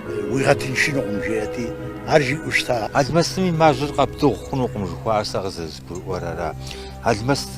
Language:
Kabardian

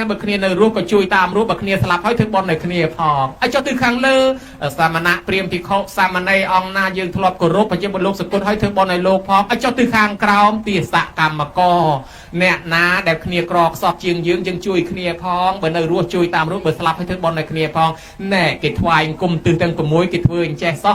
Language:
Khmer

